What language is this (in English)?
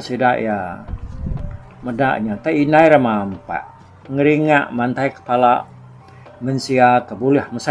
Iban